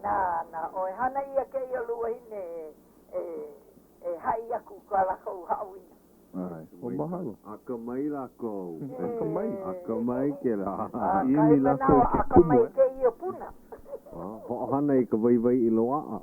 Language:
Hawaiian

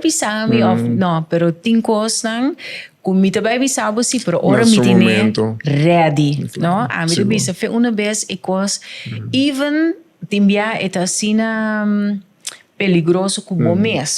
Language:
Papiamento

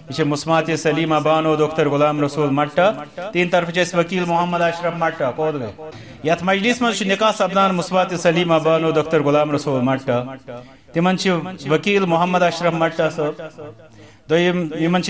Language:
Kashmiri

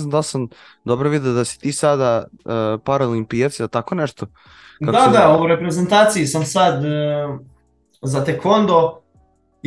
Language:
Serbian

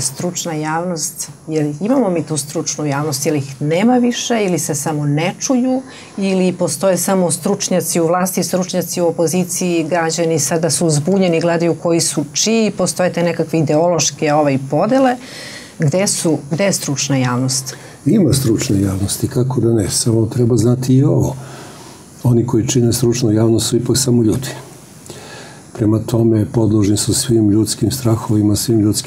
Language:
Serbian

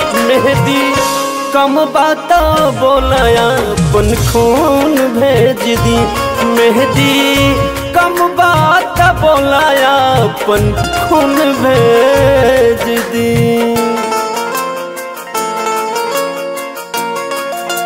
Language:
Bhojpuri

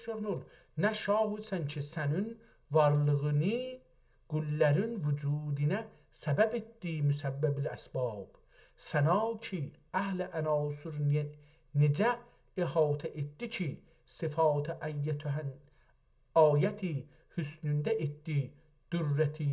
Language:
South Azerbaijani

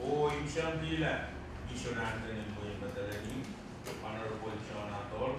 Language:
Pohnpeian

